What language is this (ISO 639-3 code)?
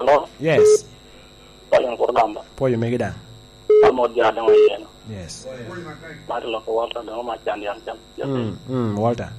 laj